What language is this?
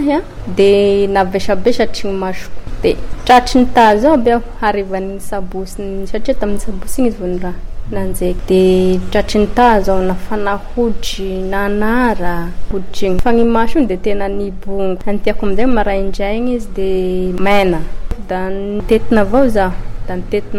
Malagasy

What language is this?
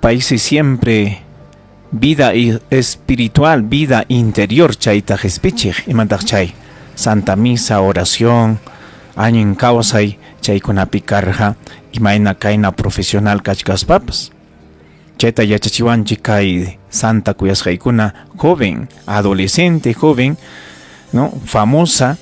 Ayacucho Quechua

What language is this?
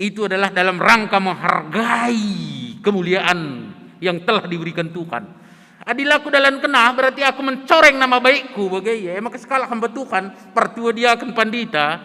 Batak Karo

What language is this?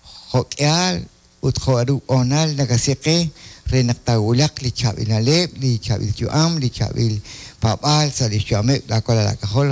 Kekchí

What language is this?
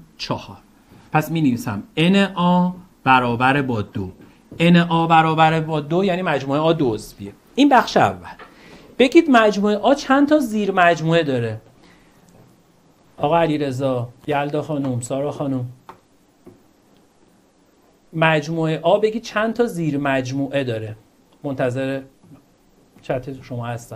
Persian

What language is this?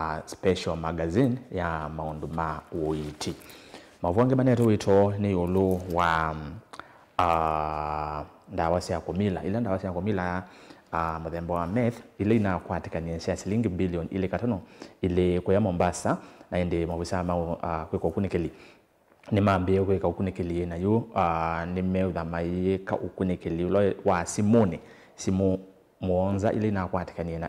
Kamba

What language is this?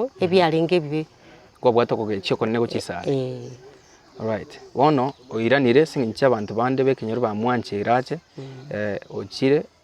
Gusii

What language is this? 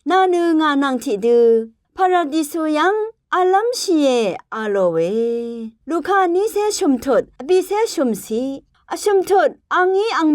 Rawang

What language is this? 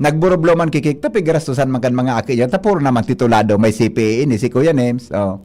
Bikol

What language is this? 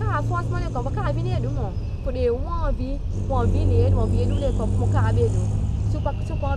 Seselwa Creole French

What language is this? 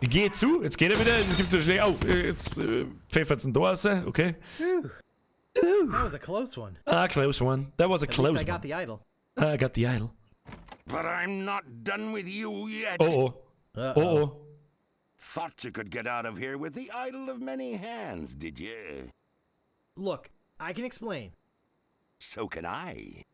Bavarian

